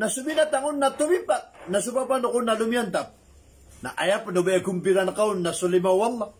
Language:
Maranao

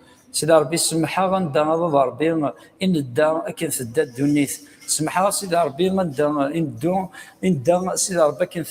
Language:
Kabyle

